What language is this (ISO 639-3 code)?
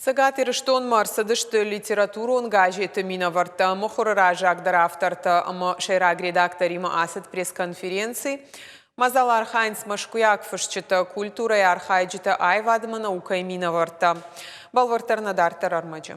oss